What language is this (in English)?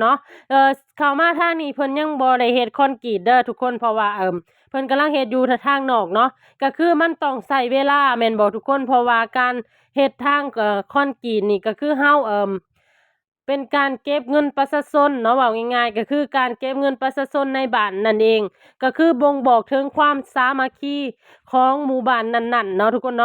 Lao